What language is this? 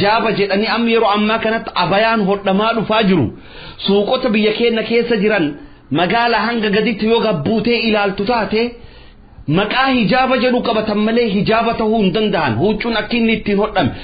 Oromo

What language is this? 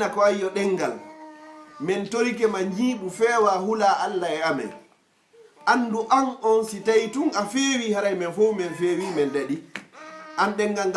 Fula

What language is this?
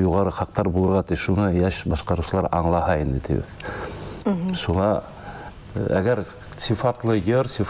Bashkir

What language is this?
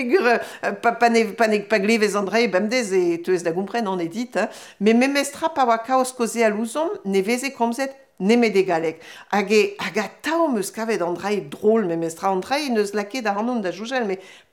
Breton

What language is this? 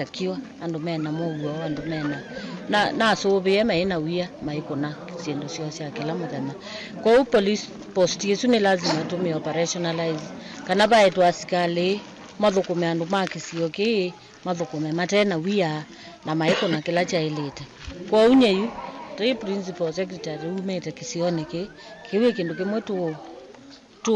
Kamba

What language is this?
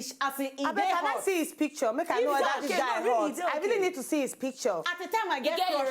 Nigerian Pidgin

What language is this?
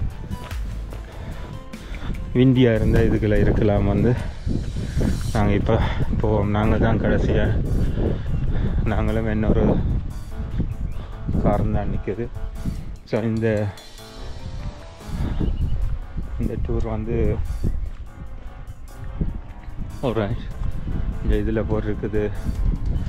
Tamil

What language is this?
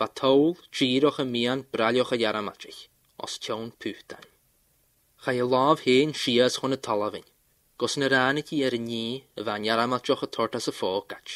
Scottish Gaelic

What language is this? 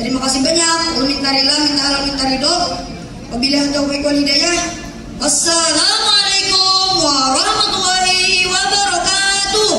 Banjar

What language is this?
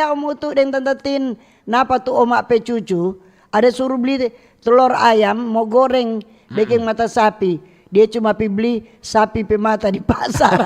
Manado Malay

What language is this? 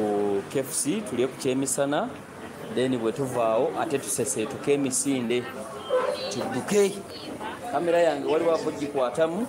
Ganda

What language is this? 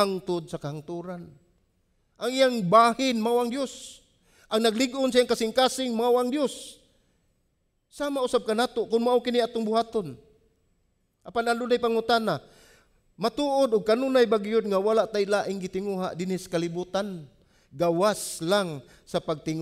Cebuano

